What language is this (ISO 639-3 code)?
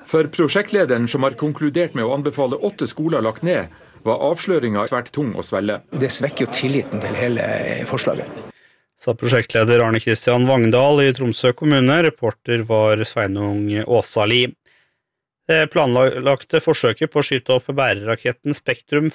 nor